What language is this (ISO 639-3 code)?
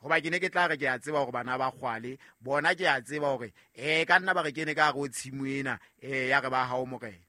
sot